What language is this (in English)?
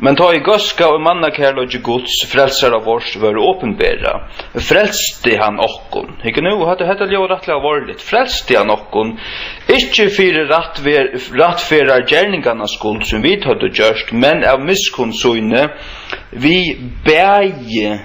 Faroese